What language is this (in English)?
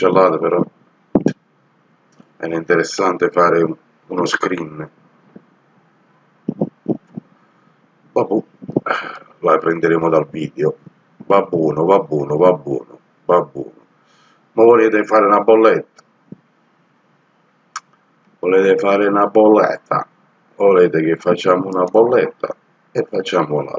Italian